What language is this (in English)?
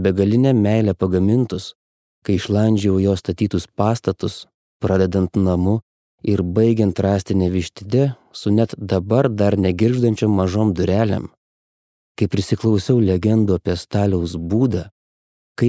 Lithuanian